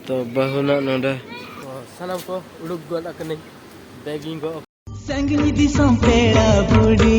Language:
Santali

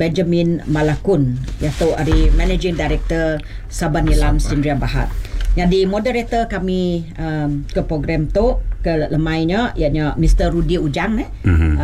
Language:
Iban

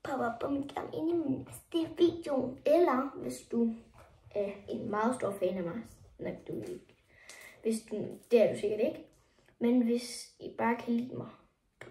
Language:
Danish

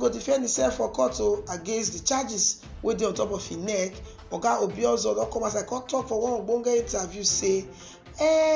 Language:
Nigerian Pidgin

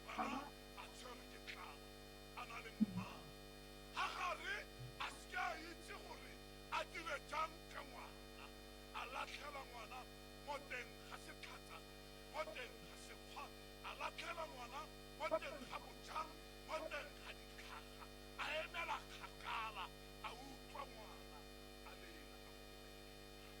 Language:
Tswana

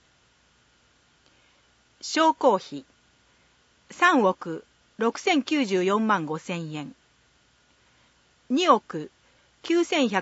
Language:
Japanese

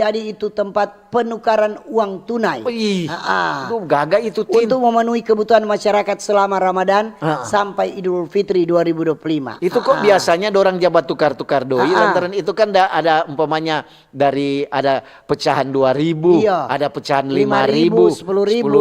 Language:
Manado Malay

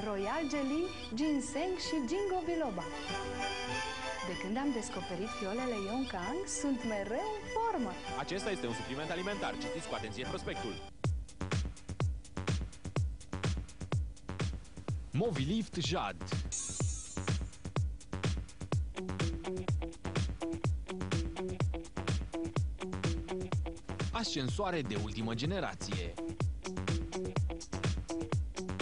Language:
Romanian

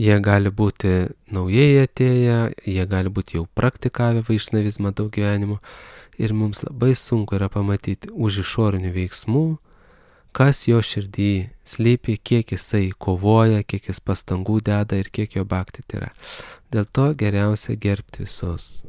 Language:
Lithuanian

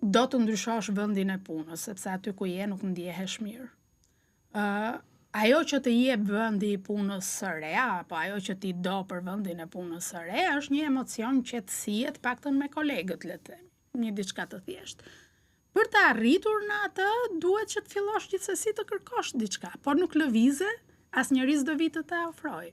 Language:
Albanian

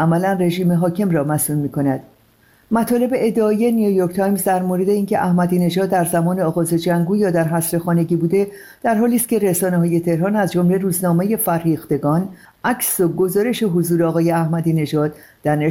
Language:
Persian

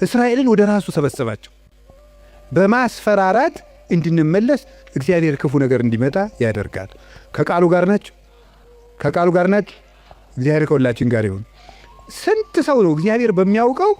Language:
Amharic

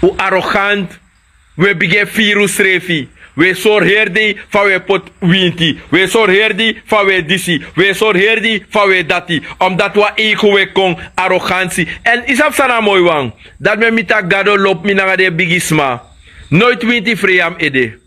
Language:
Sranan Tongo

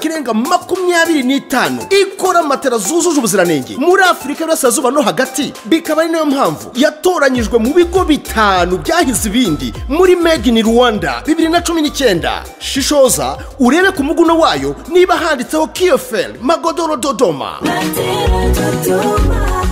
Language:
Kinyarwanda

